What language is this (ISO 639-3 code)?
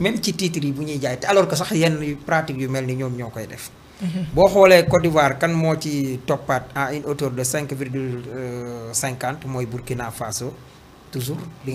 wol